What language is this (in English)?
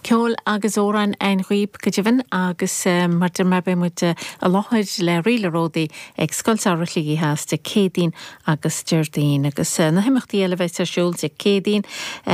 Irish